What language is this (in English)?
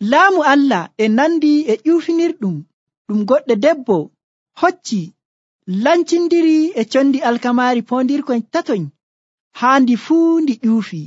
Nigerian Fulfulde